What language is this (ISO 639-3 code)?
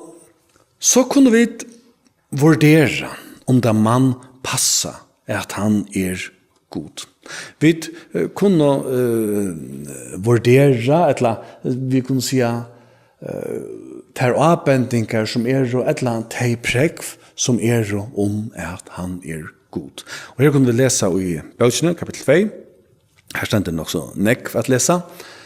fao